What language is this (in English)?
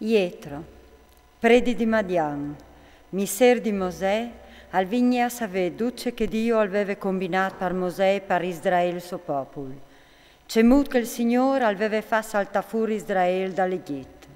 Friulian